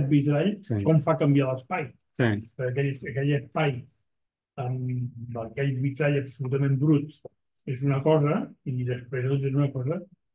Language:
Catalan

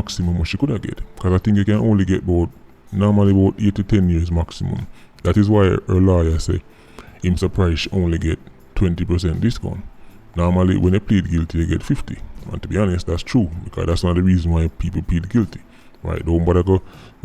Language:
Jamaican Creole English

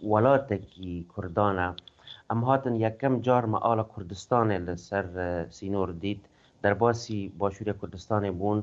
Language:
Kurdish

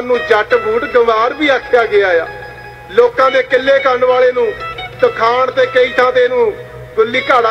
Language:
Punjabi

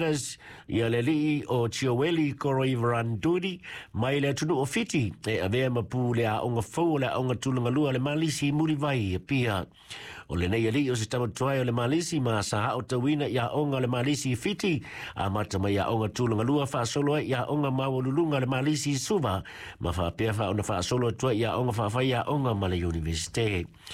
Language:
Samoan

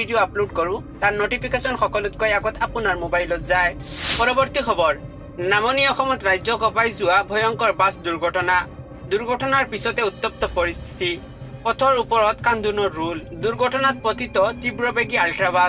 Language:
Assamese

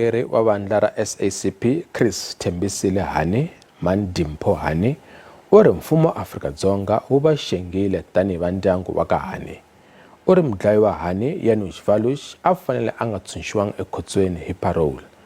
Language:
Tsonga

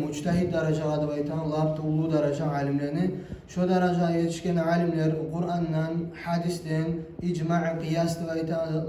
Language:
Kumyk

